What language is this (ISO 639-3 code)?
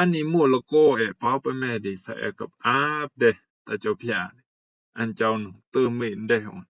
rbb